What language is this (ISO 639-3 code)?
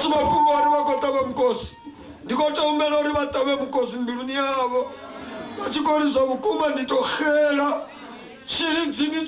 ven